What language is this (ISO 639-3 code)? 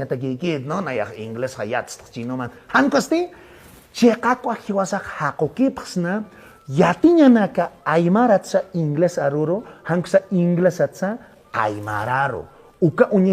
aym